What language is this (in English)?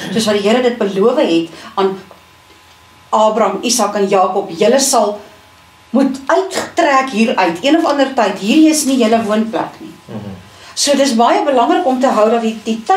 Afrikaans